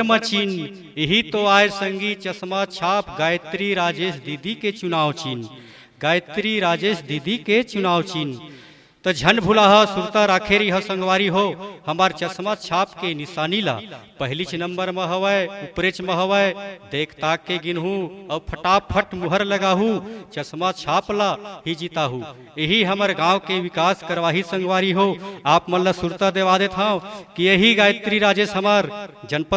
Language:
Chhattisgarhi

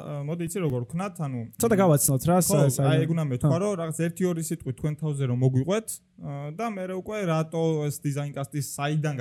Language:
Georgian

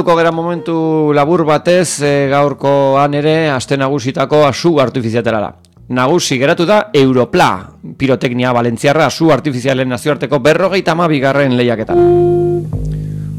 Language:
Basque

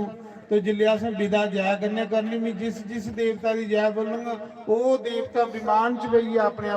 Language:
Dogri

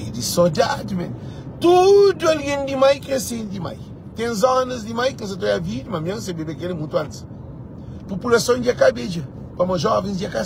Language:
Kabuverdianu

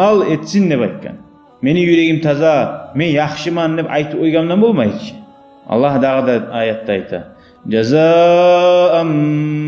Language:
Kumyk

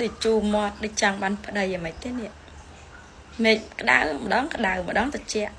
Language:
Khmer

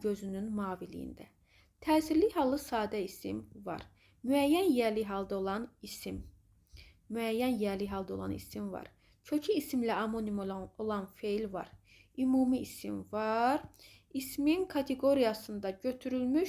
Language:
Azerbaijani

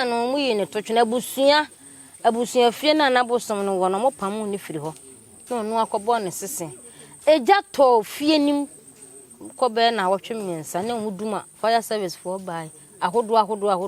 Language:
Akan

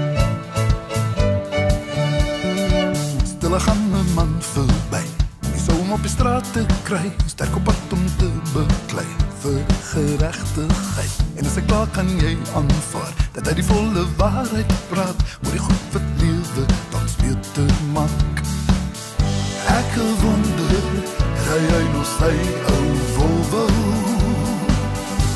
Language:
Afrikaans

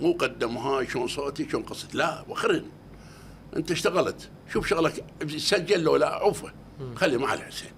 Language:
Mesopotamian Arabic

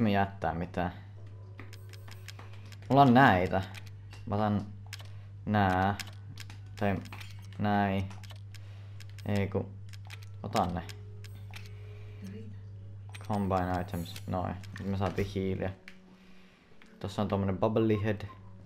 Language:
Finnish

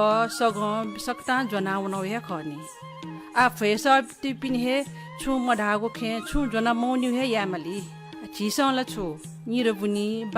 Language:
Newari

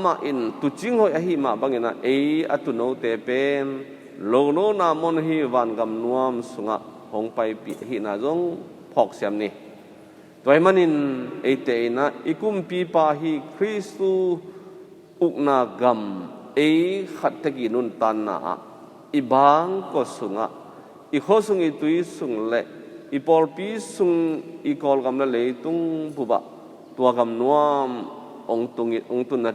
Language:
Tedim Chin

